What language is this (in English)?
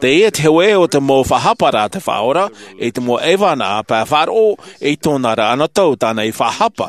Tahitian